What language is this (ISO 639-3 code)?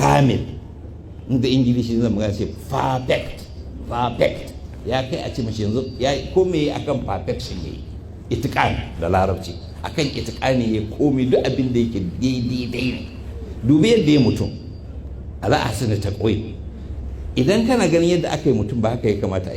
hau